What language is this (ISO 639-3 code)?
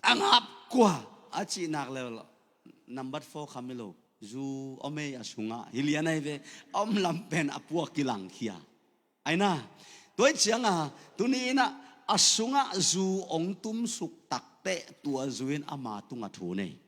ctd